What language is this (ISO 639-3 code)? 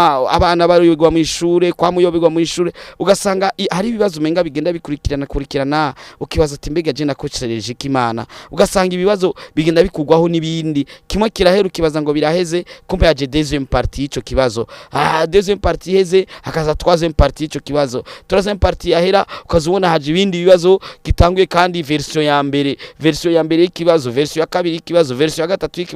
run